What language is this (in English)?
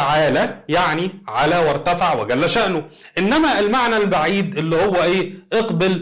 Egyptian Arabic